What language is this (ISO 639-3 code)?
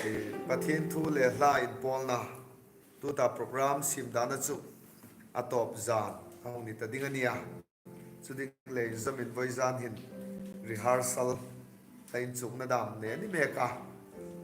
hmr